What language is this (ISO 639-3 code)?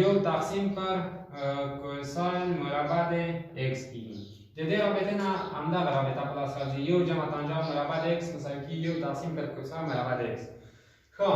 pus